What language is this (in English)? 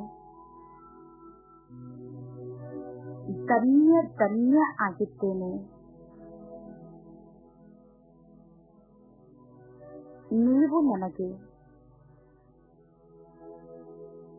Kannada